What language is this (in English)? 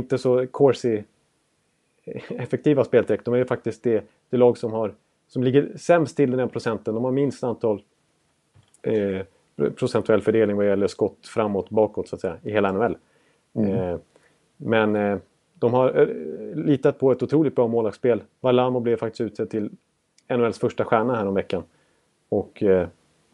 Swedish